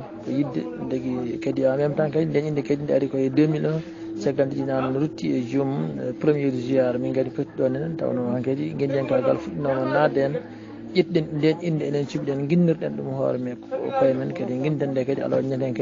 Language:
Fula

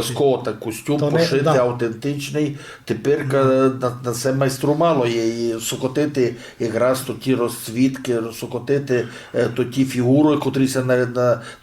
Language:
Rusyn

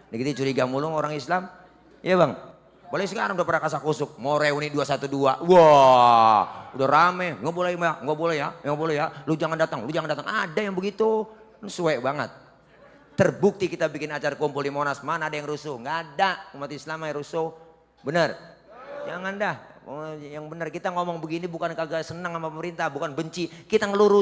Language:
Betawi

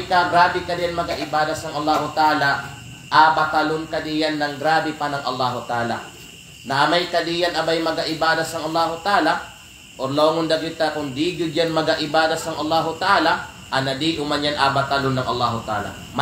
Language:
Kalagan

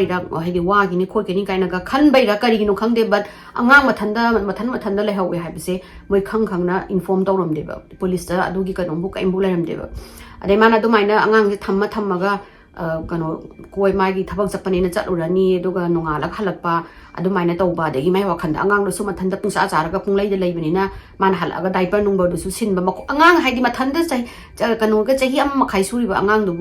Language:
Manipuri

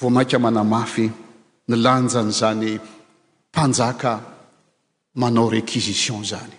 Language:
Malagasy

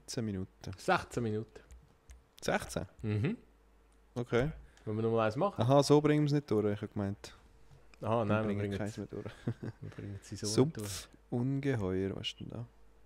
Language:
Swiss German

